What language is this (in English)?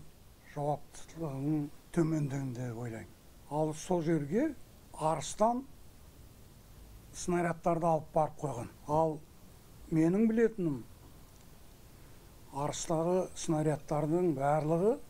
Kazakh